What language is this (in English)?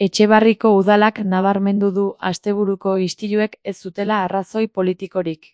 Basque